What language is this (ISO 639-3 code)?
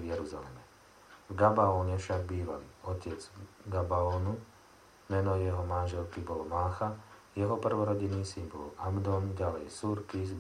slk